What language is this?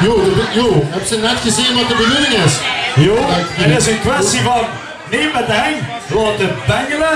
Limburgish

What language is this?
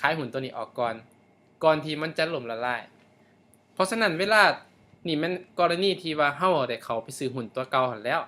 Lao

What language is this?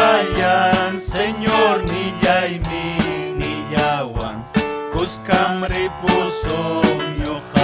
Ayacucho Quechua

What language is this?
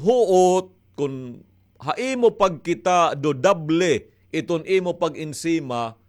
Waray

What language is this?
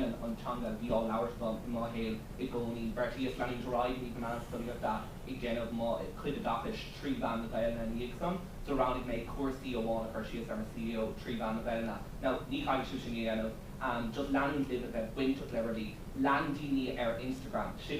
Irish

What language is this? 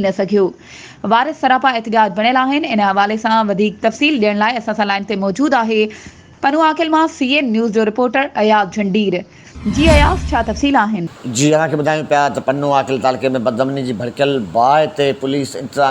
Sindhi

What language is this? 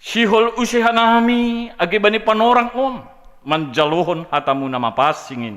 Batak Simalungun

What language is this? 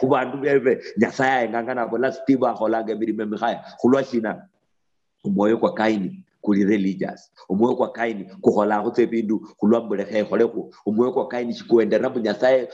Luyia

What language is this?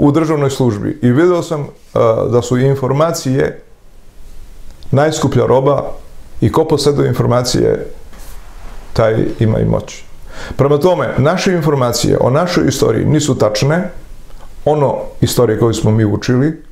Serbian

